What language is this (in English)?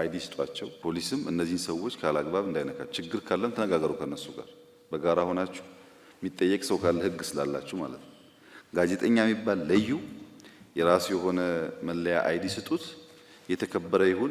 Amharic